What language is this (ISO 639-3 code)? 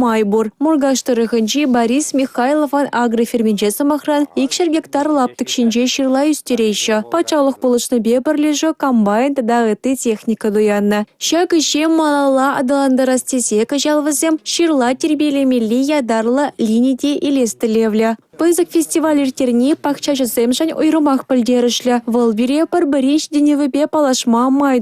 chv